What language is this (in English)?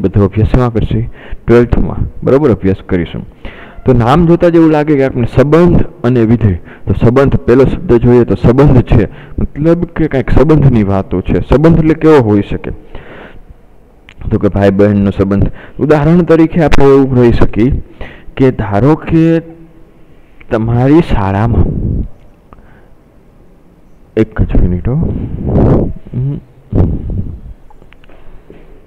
Gujarati